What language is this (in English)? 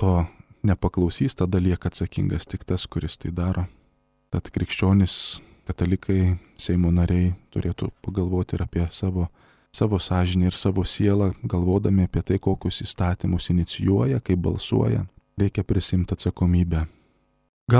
Lithuanian